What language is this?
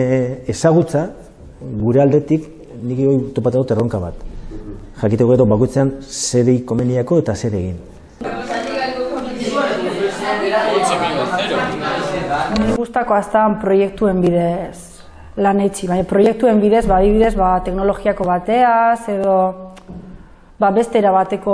Basque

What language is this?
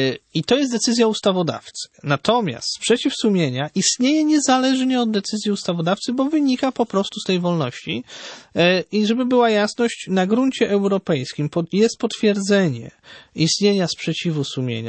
Polish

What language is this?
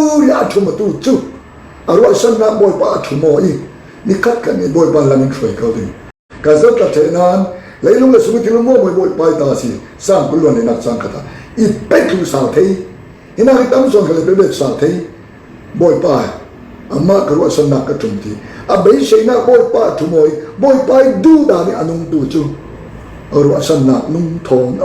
Falam Chin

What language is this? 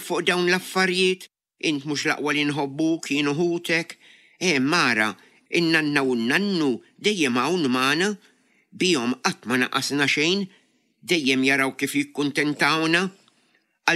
Maltese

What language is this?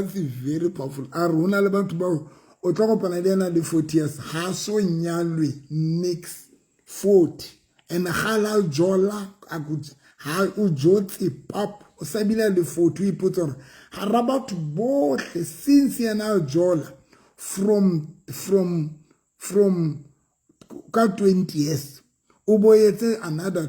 Southern Sotho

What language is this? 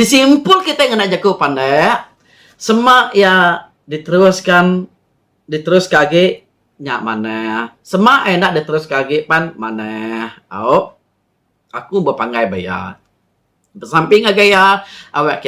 Iban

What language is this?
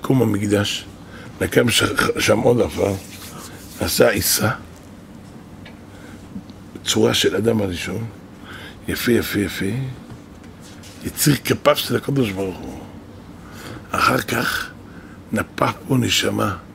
Hebrew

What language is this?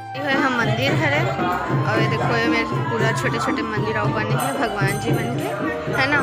Chhattisgarhi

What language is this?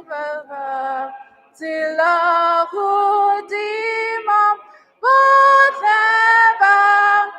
Tswana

